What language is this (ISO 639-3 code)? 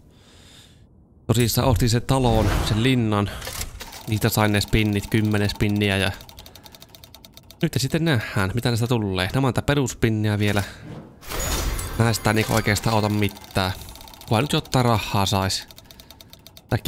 fin